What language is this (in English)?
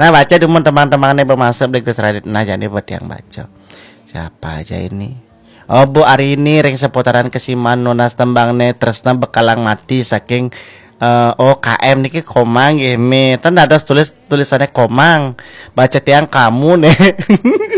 Balinese